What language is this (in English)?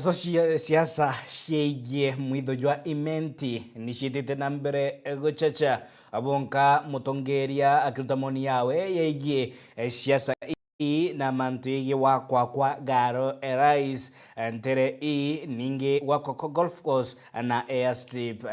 Meru